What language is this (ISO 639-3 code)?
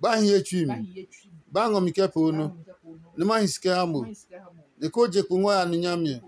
ada